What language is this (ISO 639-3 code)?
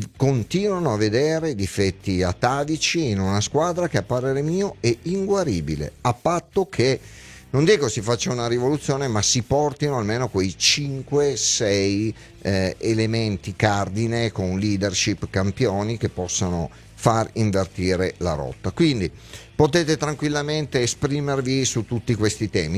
ita